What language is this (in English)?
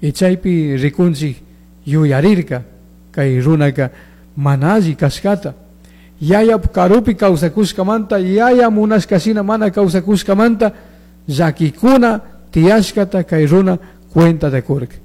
Chimborazo Highland Quichua